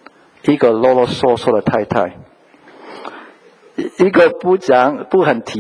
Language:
Chinese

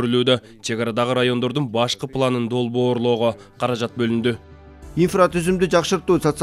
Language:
Kyrgyz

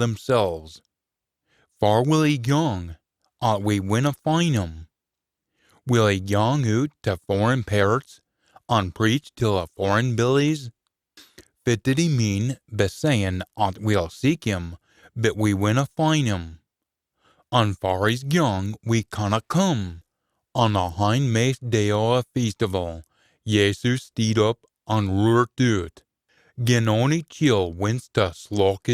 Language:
Scots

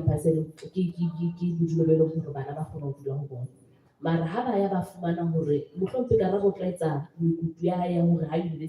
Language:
Southern Sotho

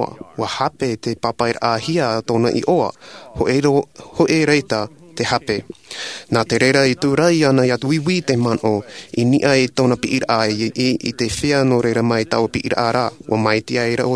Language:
Tahitian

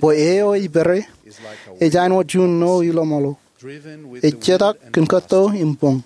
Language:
Marshallese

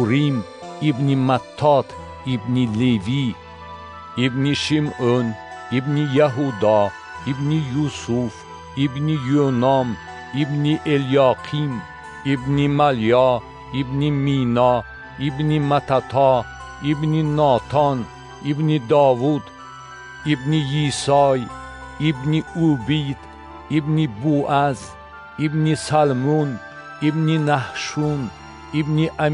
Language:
Tajik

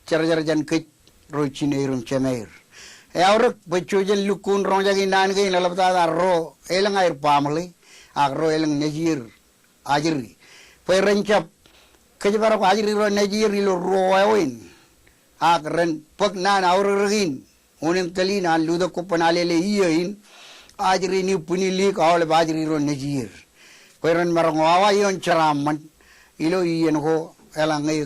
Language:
Marshallese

